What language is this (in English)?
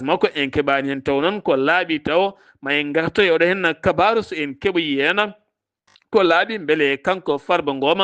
Fula